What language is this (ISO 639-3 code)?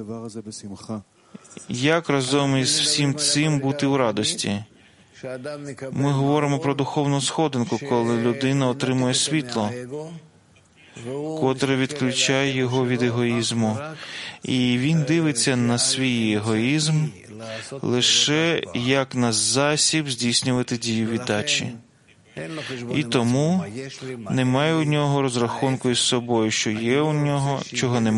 ukr